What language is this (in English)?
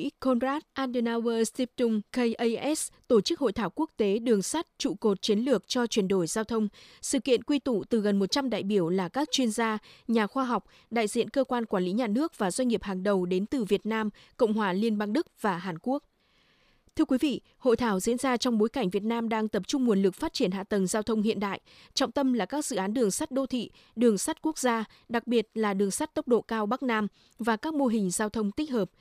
Vietnamese